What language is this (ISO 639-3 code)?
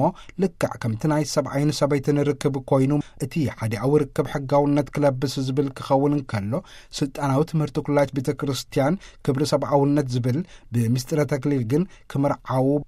tir